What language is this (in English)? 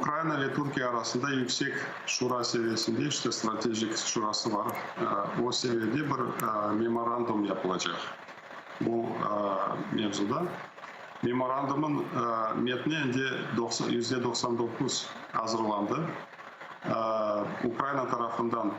Crimean Tatar